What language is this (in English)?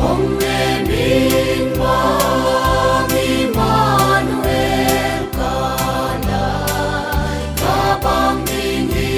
Paite Chin